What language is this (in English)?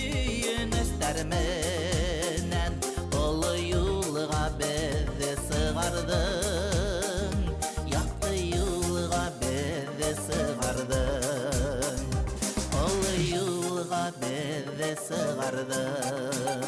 Bashkir